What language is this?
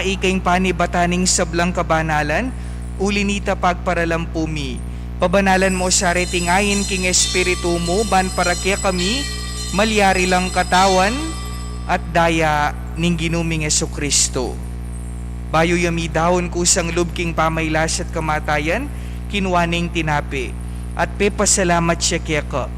Pampanga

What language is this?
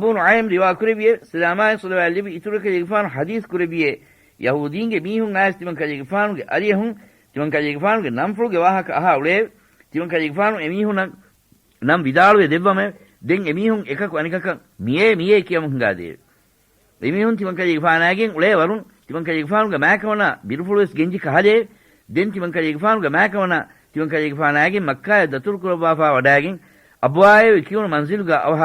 Divehi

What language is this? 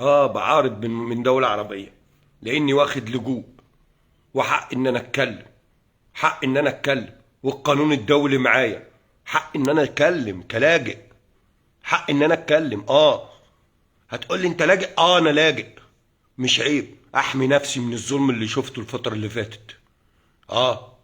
Egyptian Arabic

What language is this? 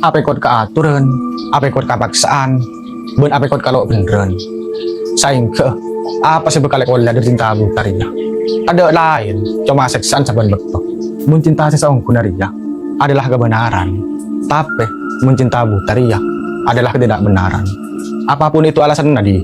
Madurese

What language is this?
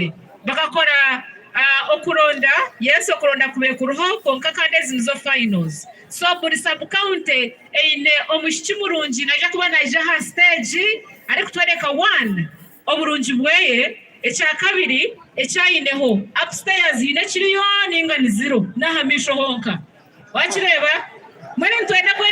Nyankole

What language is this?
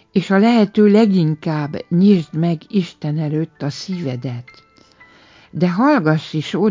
Hungarian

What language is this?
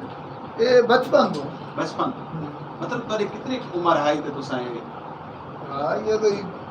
Saraiki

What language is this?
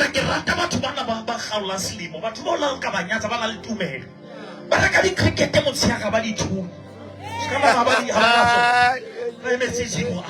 Southern Sotho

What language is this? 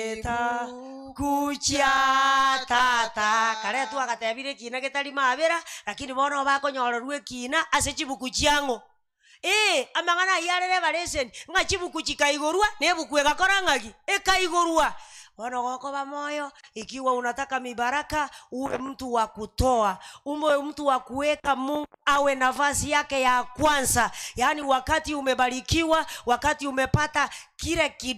Gusii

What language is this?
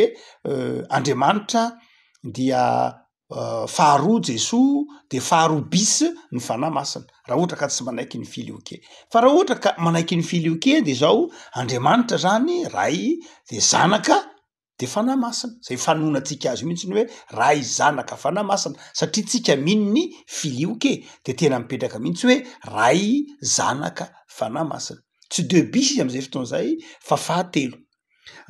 Malagasy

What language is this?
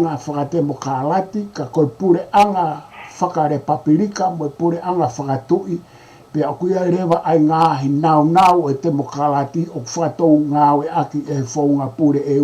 Tongan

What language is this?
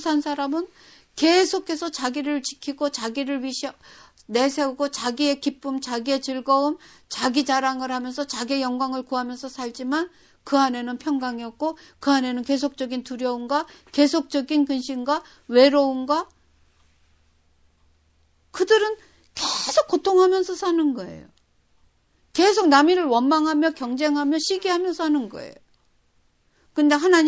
Korean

